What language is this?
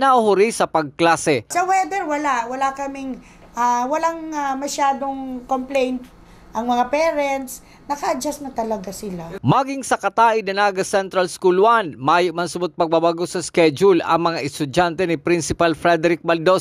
Bikol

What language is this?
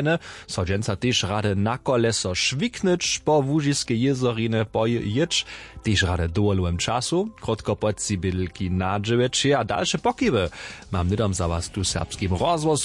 Upper Sorbian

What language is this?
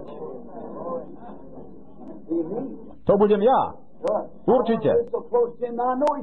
Slovak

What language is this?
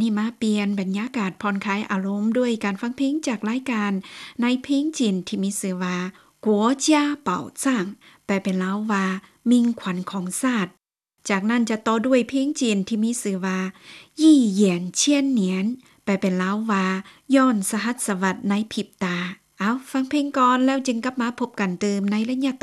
Lao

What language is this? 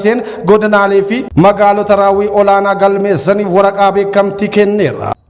Oromo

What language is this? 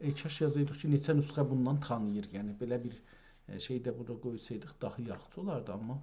South Azerbaijani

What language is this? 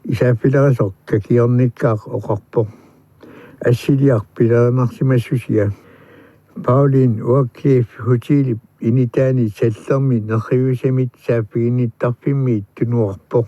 Kalaallisut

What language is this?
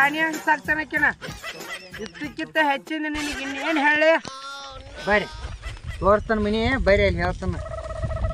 Kannada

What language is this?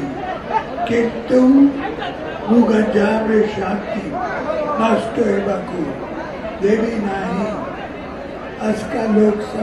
Odia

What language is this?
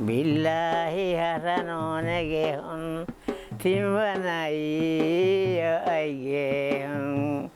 Divehi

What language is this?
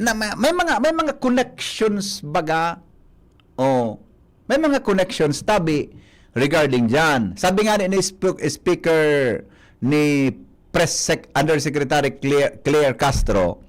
Bikol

